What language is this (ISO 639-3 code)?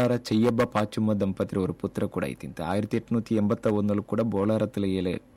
kan